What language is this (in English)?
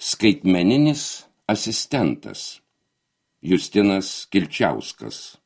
Lithuanian